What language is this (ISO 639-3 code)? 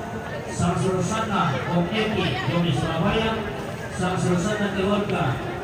sda